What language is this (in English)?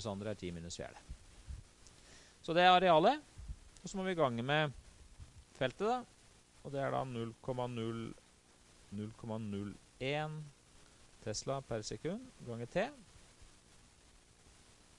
Norwegian